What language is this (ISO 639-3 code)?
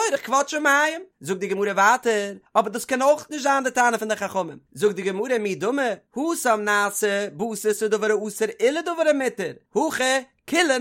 yid